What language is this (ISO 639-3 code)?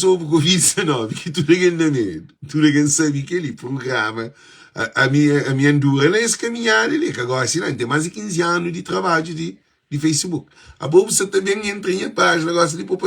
kea